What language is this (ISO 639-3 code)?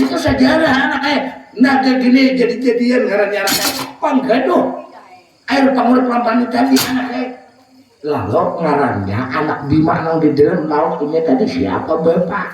bjn